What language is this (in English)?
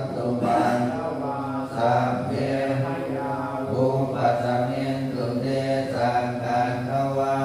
Pali